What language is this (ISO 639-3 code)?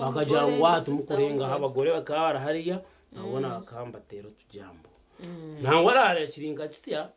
nyn